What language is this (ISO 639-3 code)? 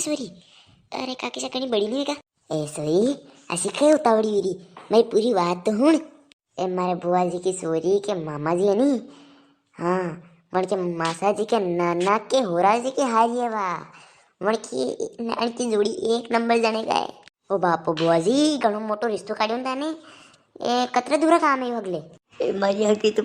raj